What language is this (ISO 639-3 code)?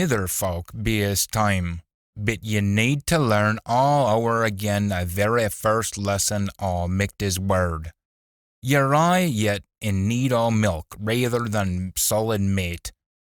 sco